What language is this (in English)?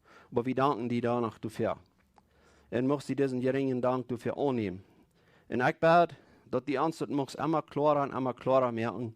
Plautdietsch